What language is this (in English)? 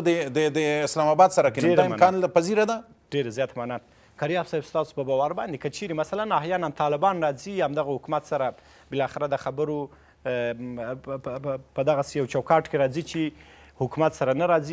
Pashto